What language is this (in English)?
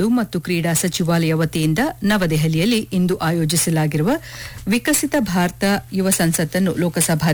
Kannada